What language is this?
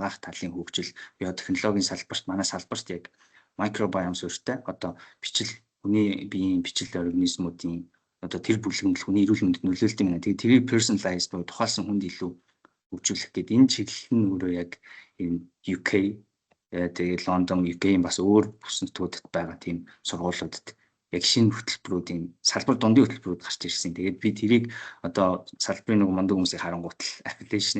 Mongolian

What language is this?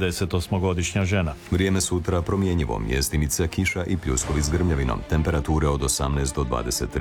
Croatian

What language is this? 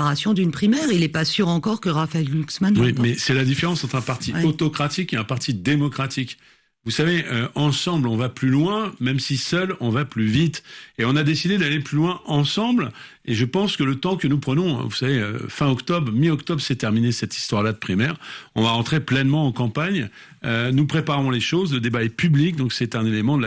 French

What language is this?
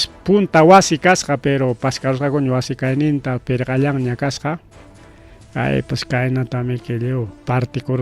Ayacucho Quechua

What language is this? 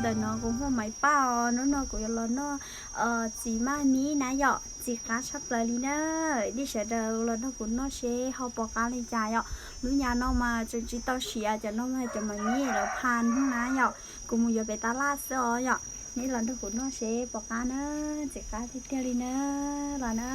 Hmong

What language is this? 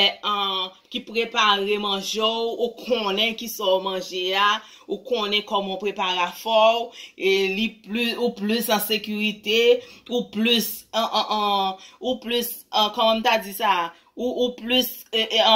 Haitian Creole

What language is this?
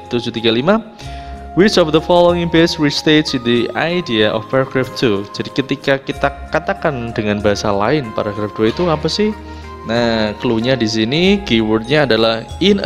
Indonesian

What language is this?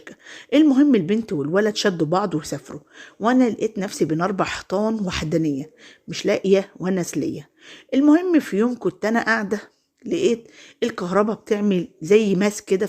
Egyptian Arabic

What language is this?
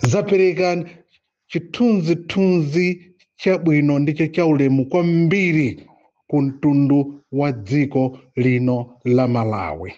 Nyanja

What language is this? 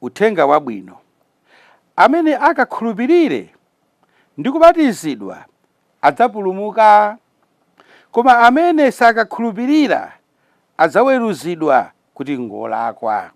Nyanja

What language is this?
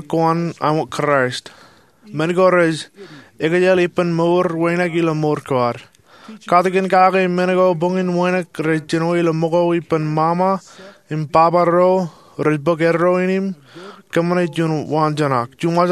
Marshallese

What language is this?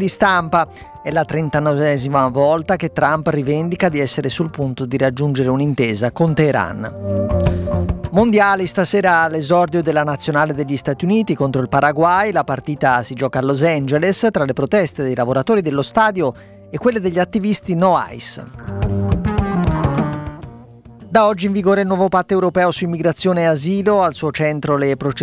Italian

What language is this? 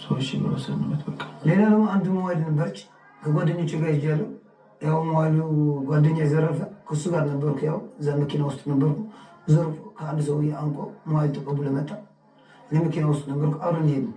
Amharic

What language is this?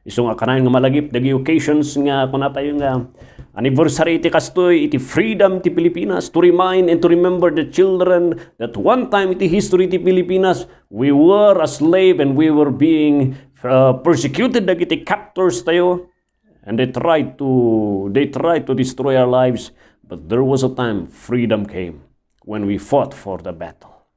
Iloko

